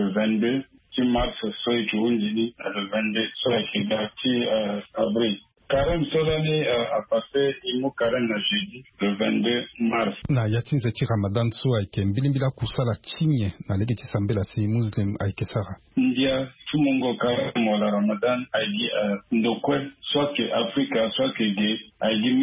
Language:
Sango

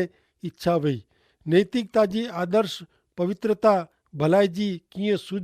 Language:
Kachhi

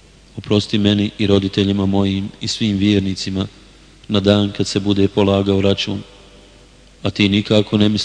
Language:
Bosnian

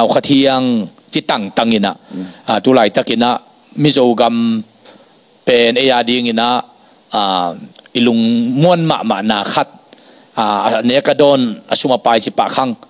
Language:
Tedim Chin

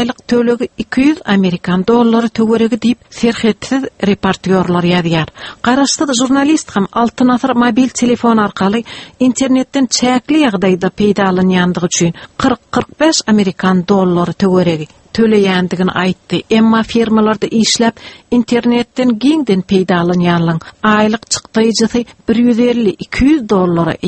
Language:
Turkmen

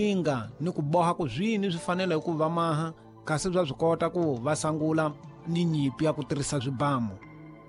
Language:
Tsonga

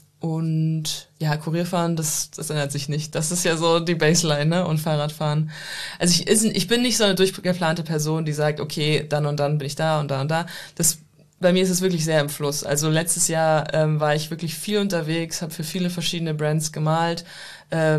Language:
German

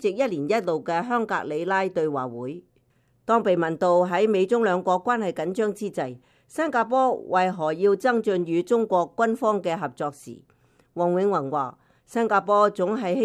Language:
Cantonese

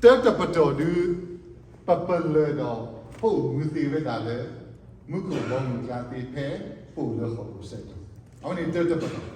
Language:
S'gaw Karen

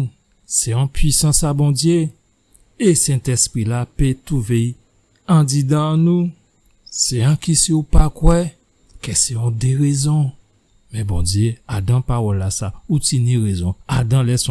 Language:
Guadeloupean Creole French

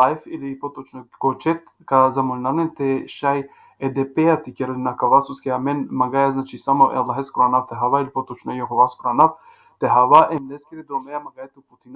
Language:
Balkan Romani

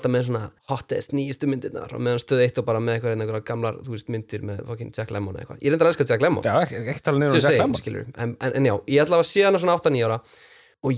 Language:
Icelandic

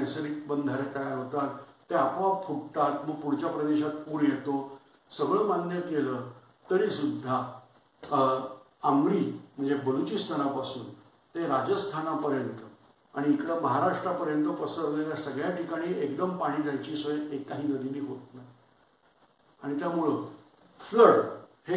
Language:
Marathi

